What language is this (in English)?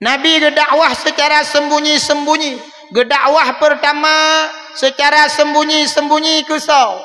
Achinese